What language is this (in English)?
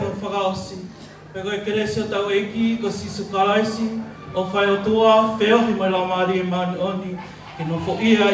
Tongan